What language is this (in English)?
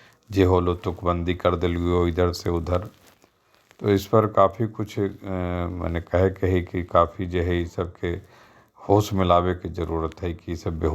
Magahi